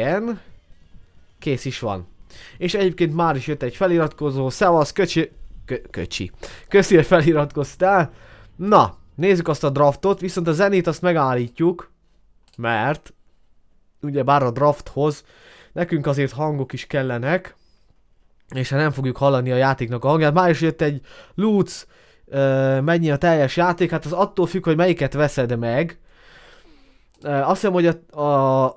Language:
Hungarian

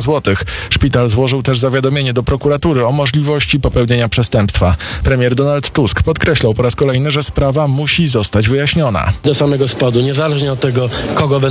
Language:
Polish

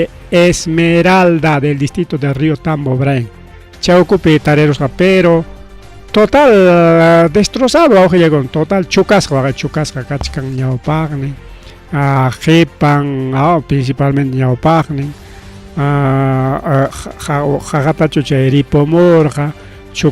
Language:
Ayacucho Quechua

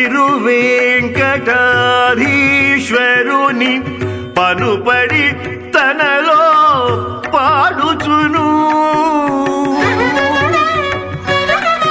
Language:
Telugu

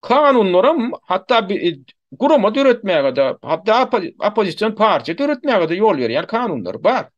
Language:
Turkmen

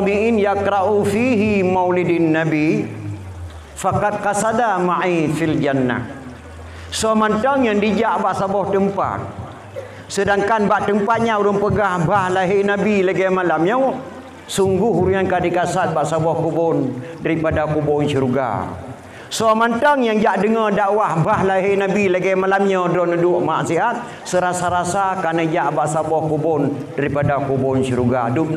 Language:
Achinese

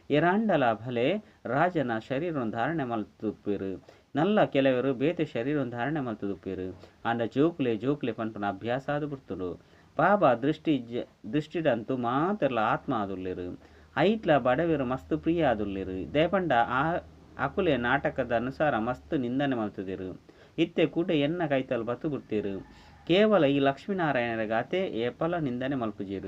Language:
Tulu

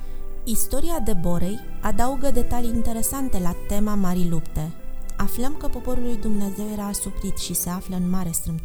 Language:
Romanian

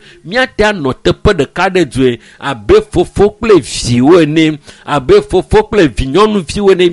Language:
Ewe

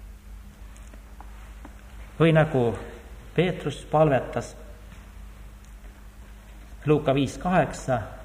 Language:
Estonian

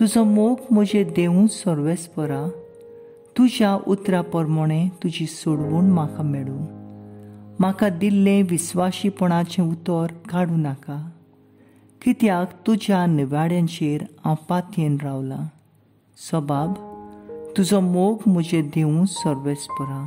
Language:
Konkani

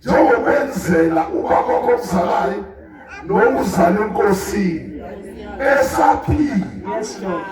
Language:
Zulu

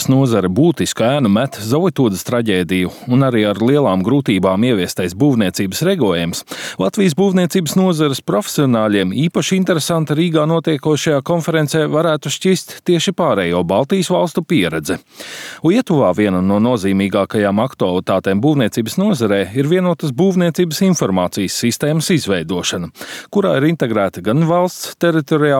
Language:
Latvian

